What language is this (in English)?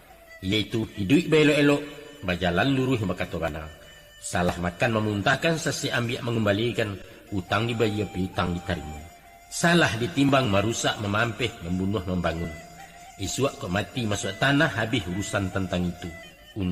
Minangkabau